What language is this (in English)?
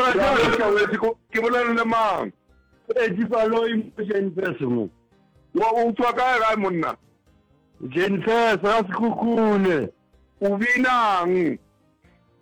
Northern Sotho